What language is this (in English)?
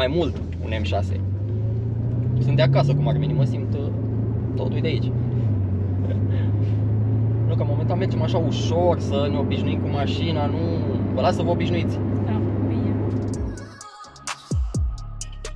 Romanian